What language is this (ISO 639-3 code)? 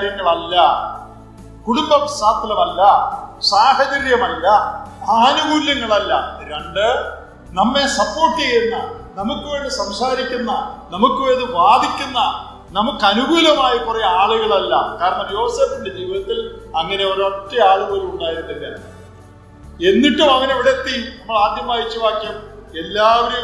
mal